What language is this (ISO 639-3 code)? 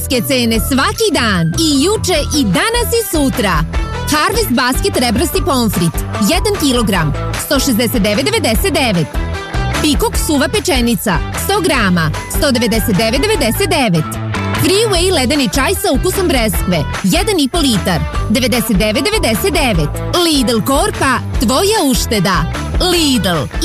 srp